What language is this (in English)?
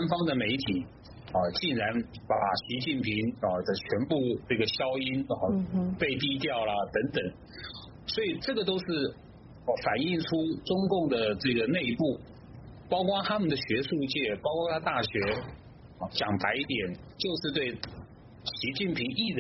Chinese